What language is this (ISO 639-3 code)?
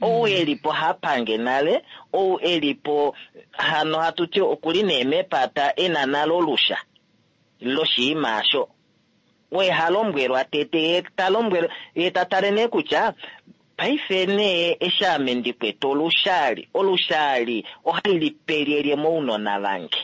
kua